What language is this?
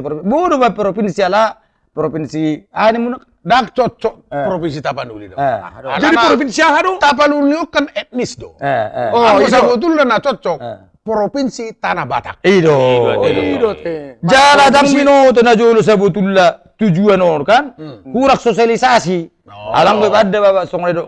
Batak Toba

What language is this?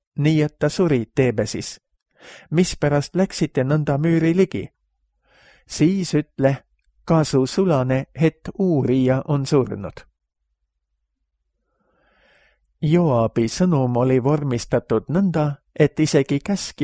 Estonian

